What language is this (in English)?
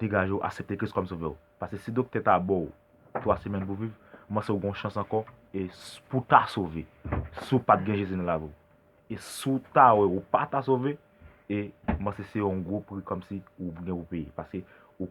Haitian Creole